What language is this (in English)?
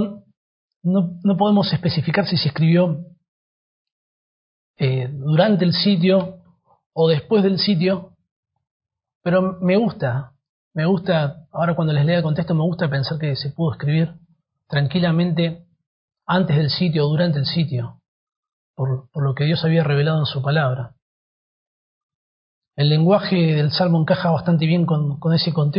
Spanish